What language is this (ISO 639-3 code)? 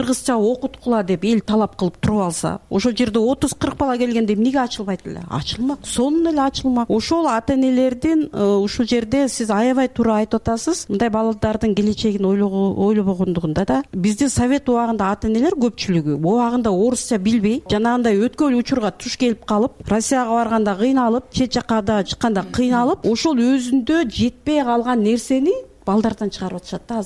kir